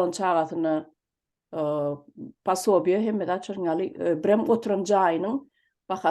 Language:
Turkmen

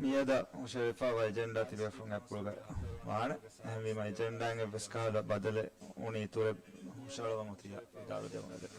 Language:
Divehi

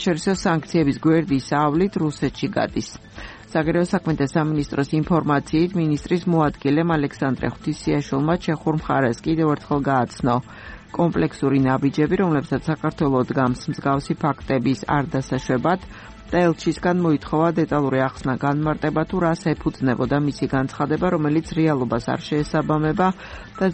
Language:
Georgian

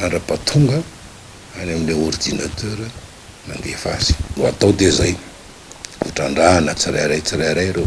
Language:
Malagasy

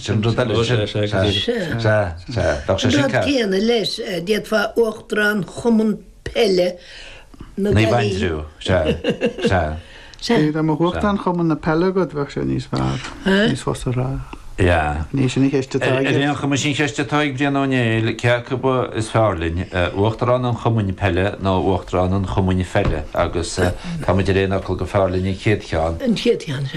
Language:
Irish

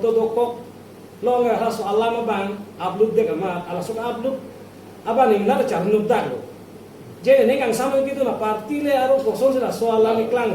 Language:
Karbi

